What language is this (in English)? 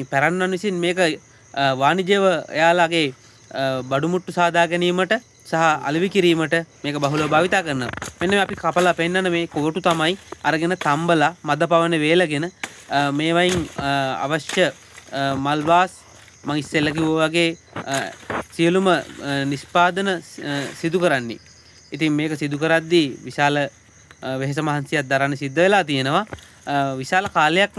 Sinhala